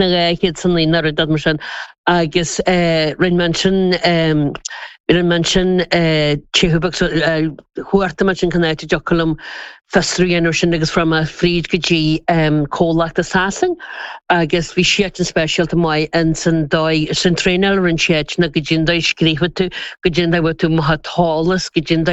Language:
Irish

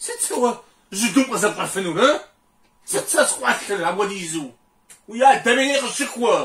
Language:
Kabardian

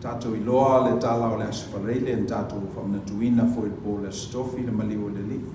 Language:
Samoan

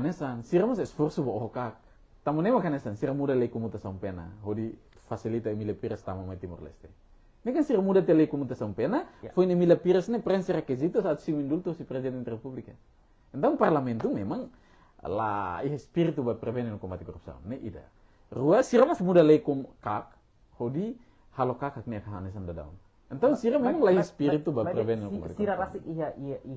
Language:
Tetum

